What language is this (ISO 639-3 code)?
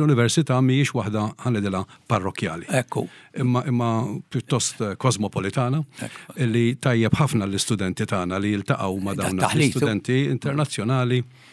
mlt